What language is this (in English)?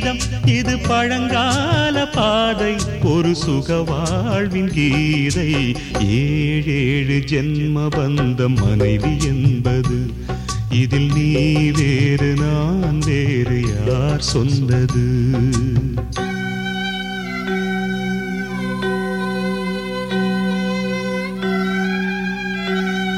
Tamil